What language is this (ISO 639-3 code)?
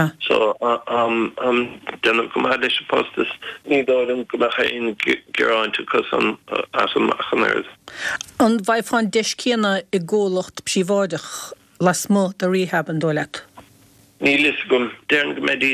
gle